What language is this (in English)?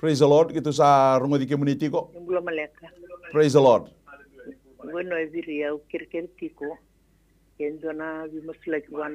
Fijian